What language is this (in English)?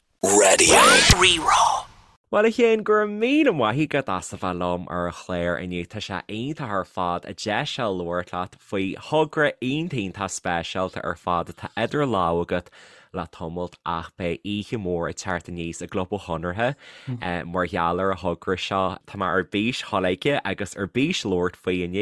Irish